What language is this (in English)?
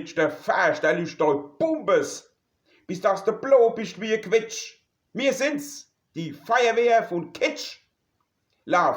Palatine German